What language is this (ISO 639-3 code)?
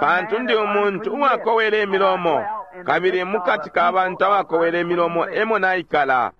bem